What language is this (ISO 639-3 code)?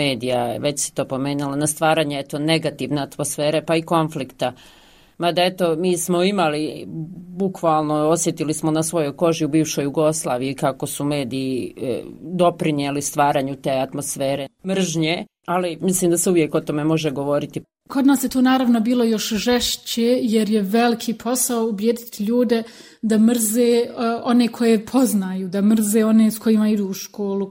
bos